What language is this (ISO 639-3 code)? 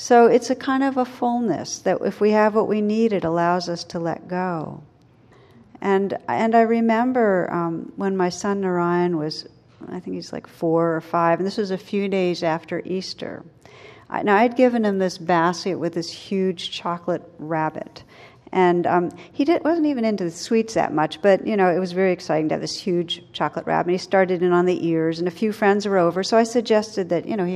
eng